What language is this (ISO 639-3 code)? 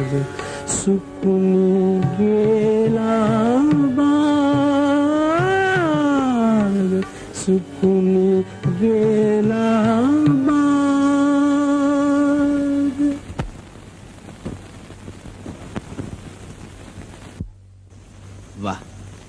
mar